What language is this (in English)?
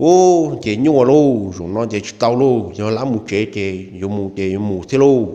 Hmong